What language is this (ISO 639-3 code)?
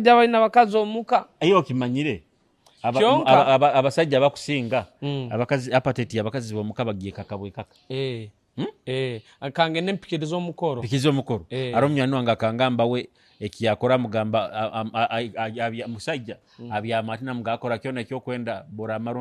nyo